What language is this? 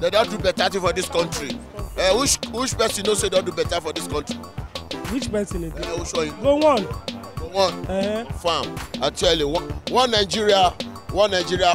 Nigerian Pidgin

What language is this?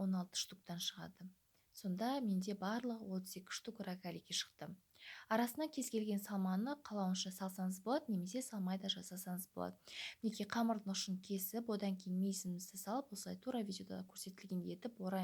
Kazakh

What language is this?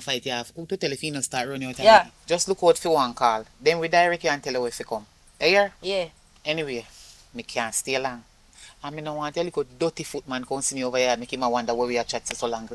Jamaican Creole English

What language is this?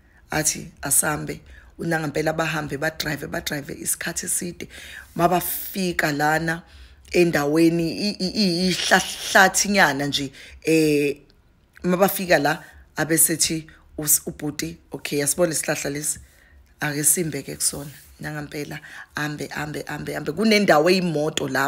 Zulu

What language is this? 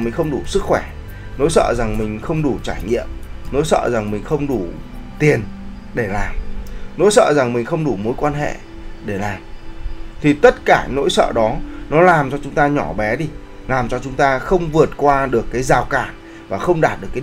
Vietnamese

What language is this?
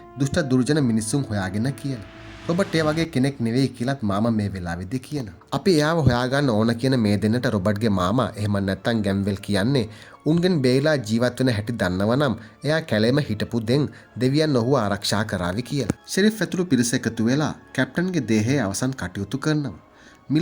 Sinhala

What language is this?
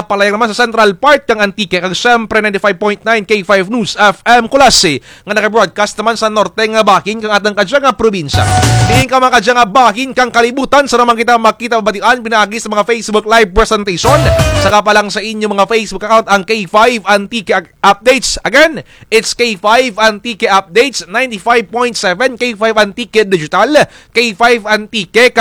Kinaray-a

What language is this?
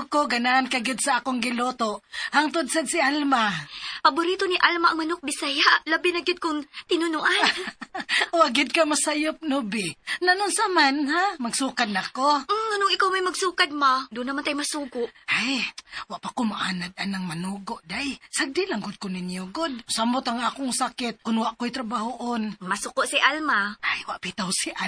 Cebuano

